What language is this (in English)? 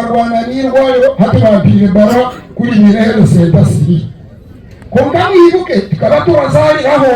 Nyankole